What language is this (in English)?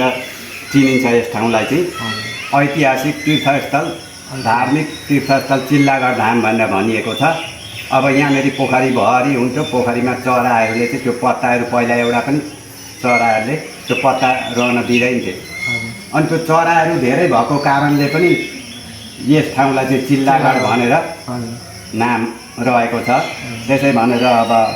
Nepali